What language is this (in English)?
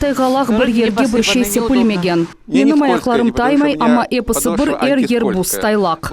Crimean Tatar